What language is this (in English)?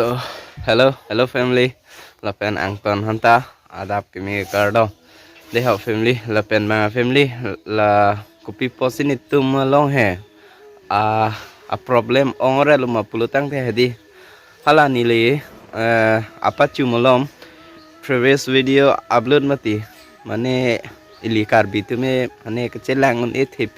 Karbi